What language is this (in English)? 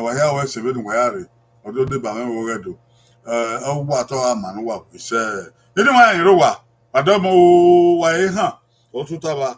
Bini